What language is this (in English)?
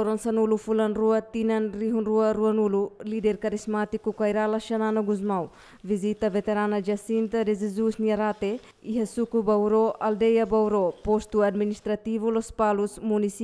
Tetum